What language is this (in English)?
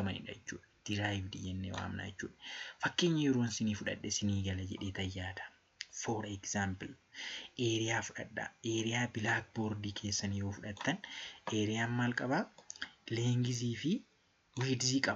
Oromo